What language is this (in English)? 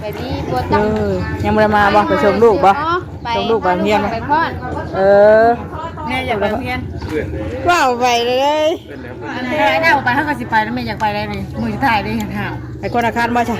Northeastern Thai